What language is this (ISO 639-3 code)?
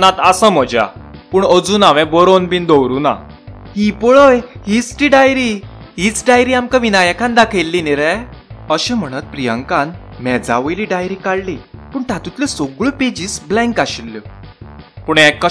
kok